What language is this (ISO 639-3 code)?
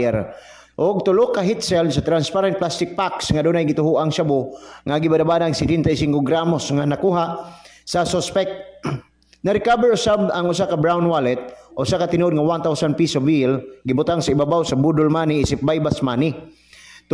ceb